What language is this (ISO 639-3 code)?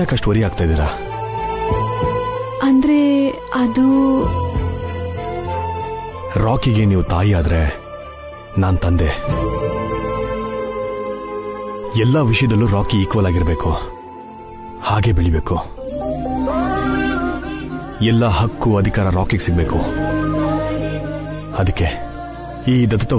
kan